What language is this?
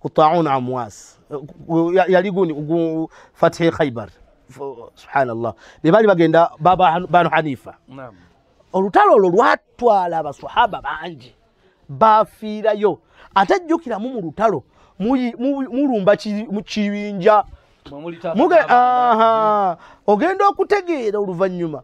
Ganda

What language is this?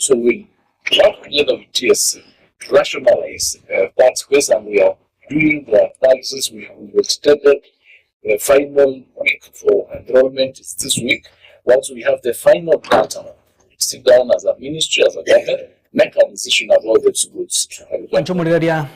Gusii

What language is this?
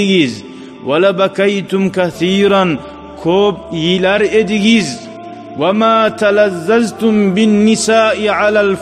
Kumyk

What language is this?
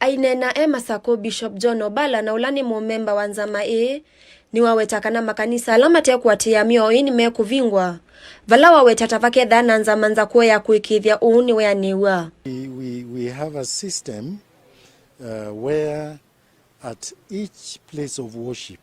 Kamba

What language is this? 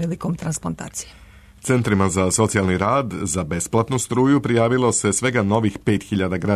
Serbian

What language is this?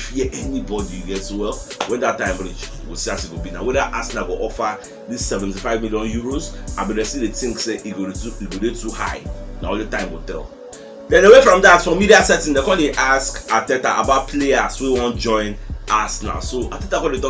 Nigerian Pidgin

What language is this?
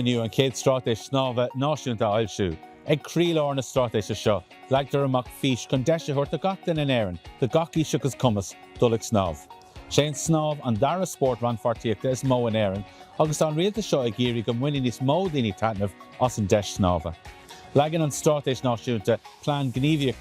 Irish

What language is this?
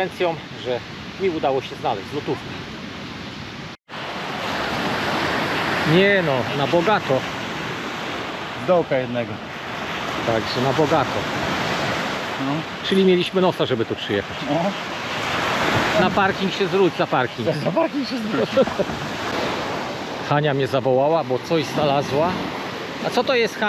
Polish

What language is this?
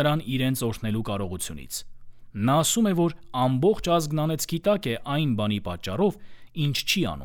Armenian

